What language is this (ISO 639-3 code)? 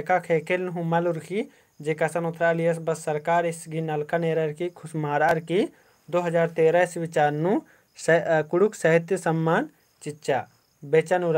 kru